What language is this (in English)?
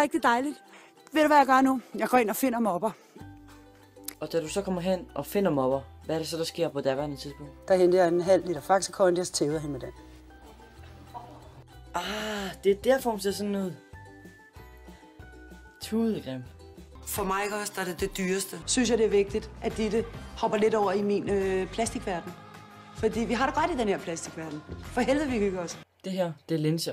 Danish